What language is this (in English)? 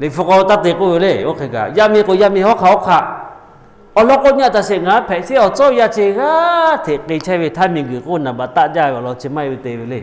Lahu